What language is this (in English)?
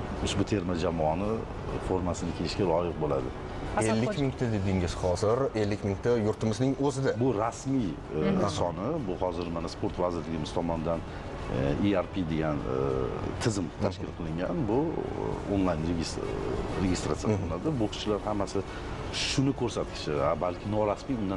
Uzbek